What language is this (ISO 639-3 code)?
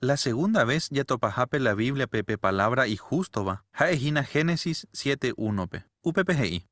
grn